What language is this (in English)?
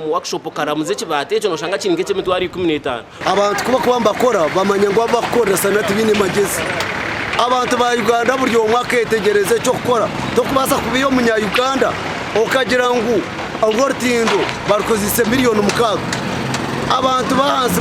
Nyankole